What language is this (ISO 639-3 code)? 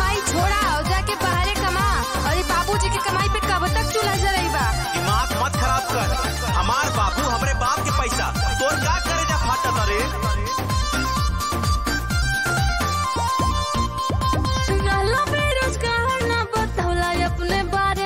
bho